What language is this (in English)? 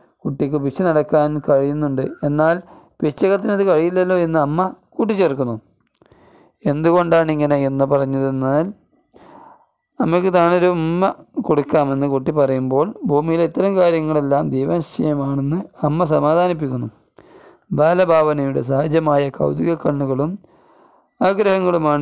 Malayalam